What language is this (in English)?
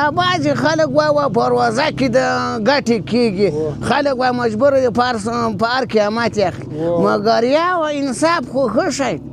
Pashto